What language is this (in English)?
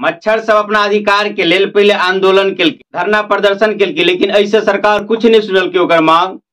Maithili